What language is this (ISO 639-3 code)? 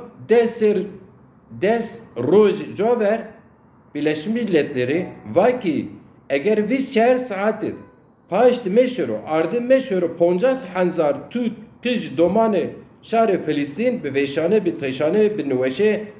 zza